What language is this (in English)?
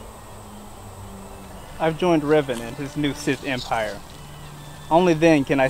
English